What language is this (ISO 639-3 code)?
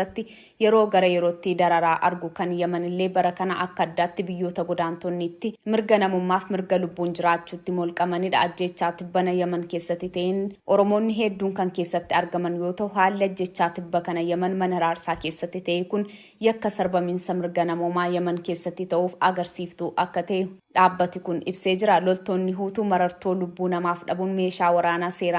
orm